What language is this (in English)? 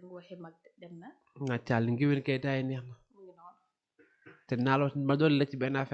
Wolof